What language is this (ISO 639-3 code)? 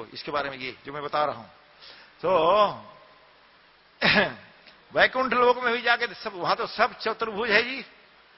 hin